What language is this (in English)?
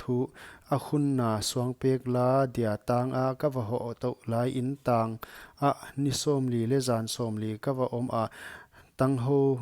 Paite Chin